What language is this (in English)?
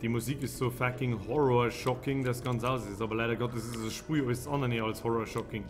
Bavarian